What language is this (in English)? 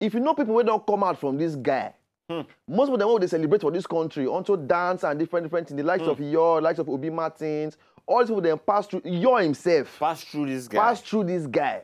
Nigerian Pidgin